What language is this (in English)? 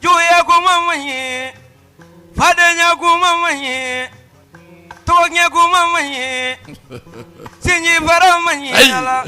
Bambara